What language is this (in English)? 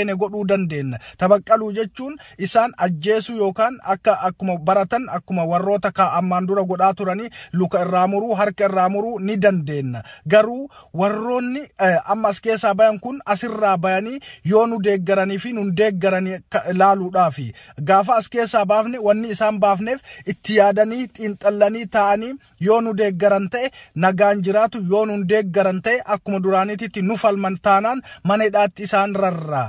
Oromo